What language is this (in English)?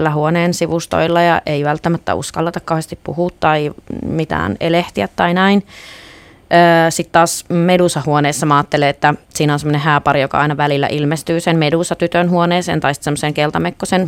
Finnish